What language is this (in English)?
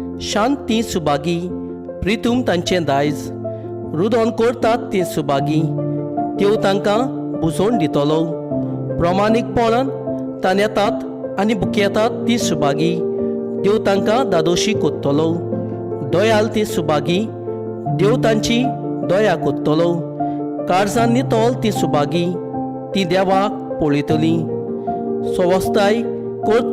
Konkani